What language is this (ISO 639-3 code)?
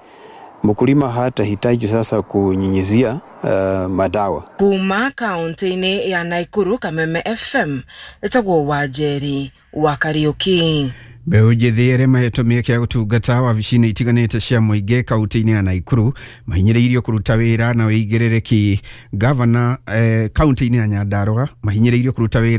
kik